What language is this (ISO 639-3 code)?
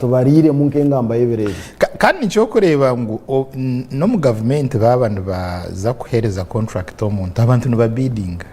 nyn